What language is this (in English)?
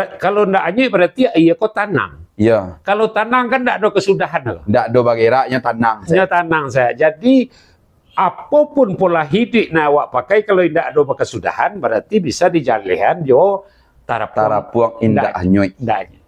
Minangkabau